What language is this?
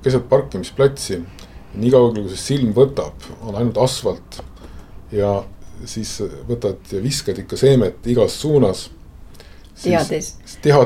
Estonian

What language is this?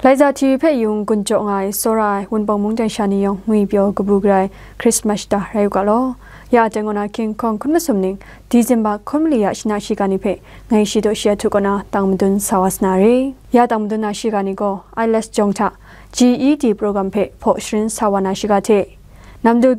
Kachin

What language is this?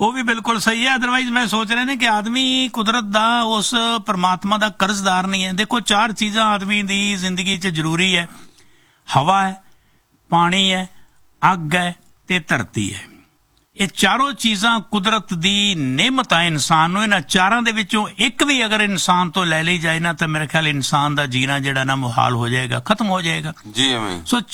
Punjabi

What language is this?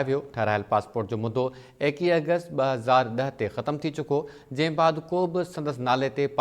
Sindhi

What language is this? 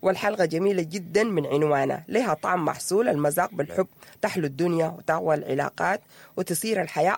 Sudanese Arabic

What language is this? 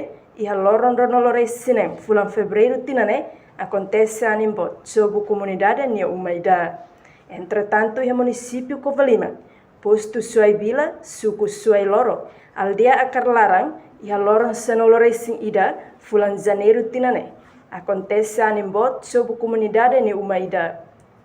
Tetum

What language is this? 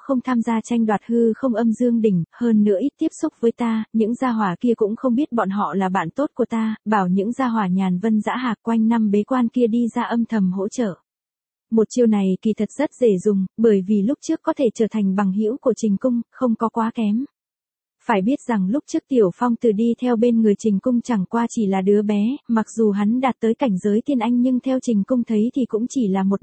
Vietnamese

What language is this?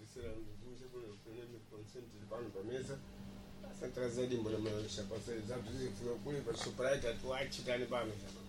Sena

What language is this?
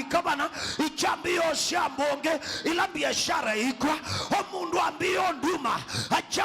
Kamba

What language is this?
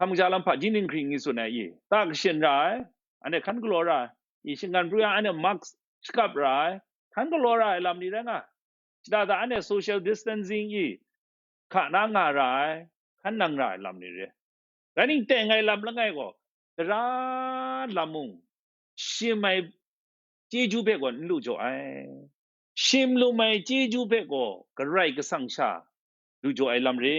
Kachin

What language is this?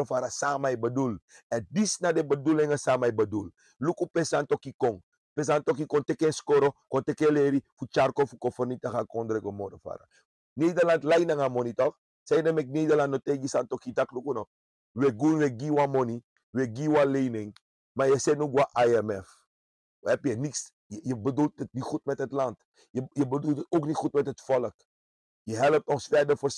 Sranan Tongo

